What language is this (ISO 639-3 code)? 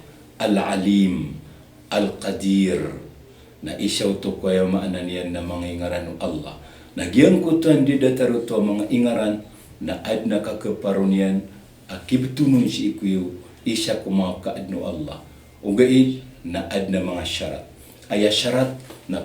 mrw